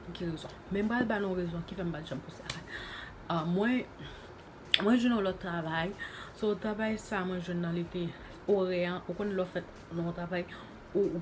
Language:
Haitian Creole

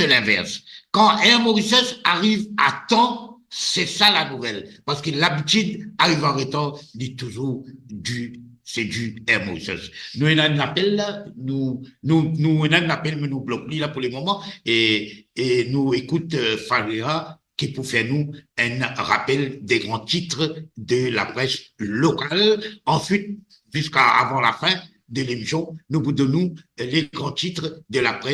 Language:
Morisyen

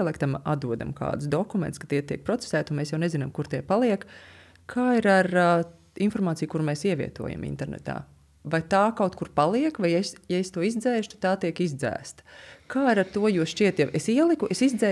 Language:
Latvian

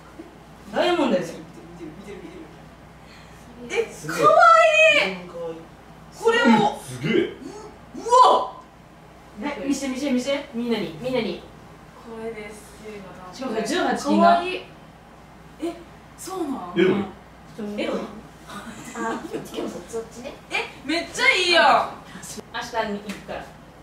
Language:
Japanese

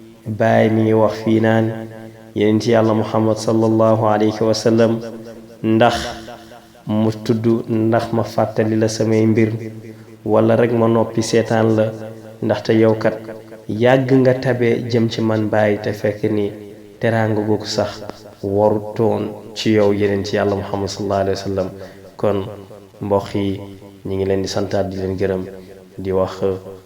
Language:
Wolof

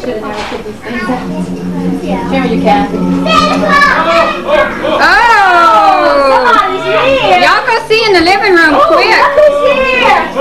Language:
English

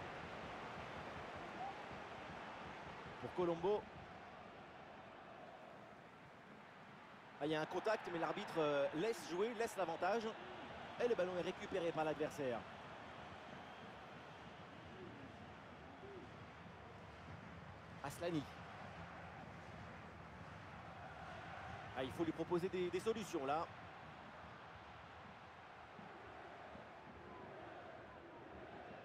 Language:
French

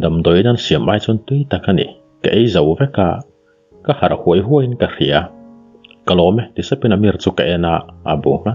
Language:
Mizo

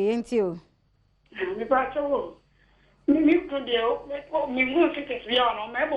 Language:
Akan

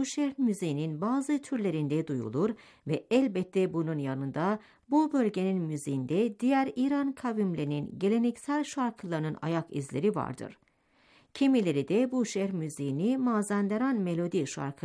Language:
Turkish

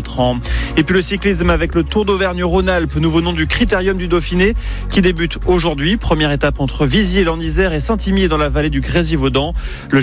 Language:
French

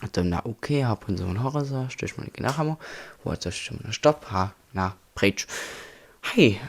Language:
Upper Sorbian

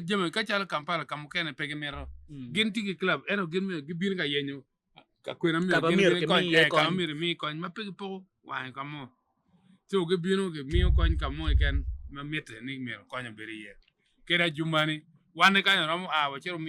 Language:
Acoli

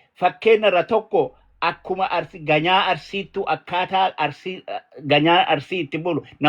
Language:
Oromo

